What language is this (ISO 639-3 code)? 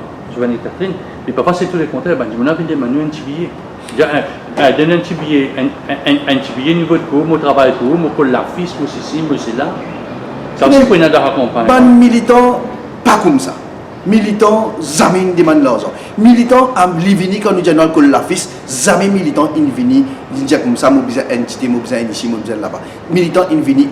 mfe